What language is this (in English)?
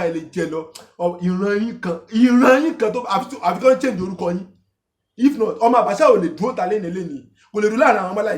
Yoruba